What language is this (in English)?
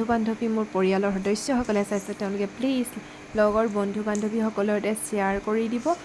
Assamese